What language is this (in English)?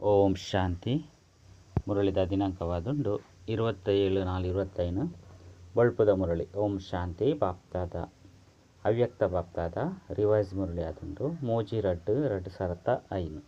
Tulu